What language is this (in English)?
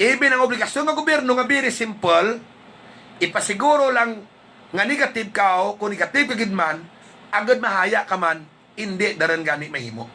Hiligaynon